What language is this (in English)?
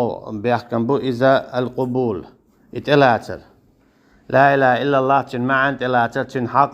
Chechen